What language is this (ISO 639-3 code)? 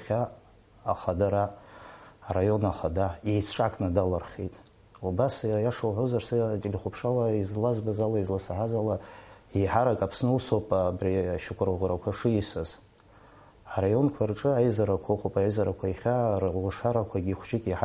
abk